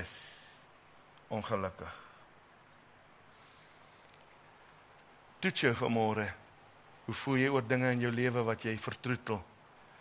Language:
Afrikaans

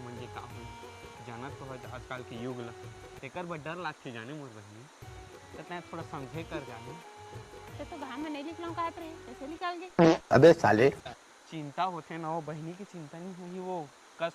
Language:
Chhattisgarhi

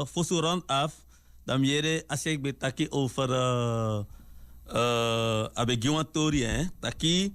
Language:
Sranan Tongo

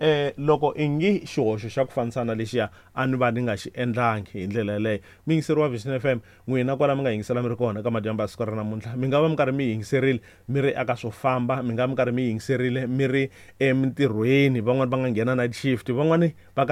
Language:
Tsonga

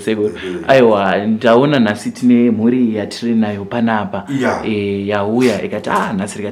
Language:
Shona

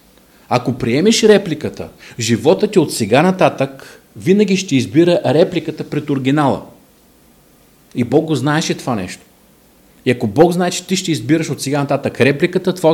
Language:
Bulgarian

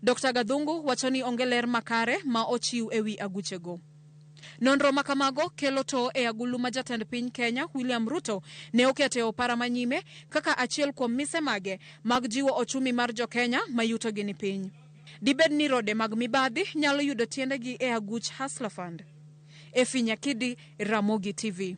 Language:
Luo (Kenya and Tanzania)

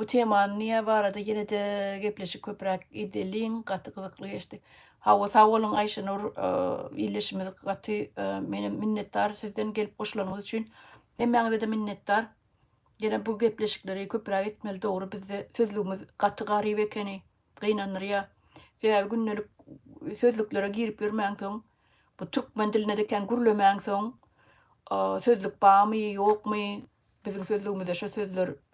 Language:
Turkmen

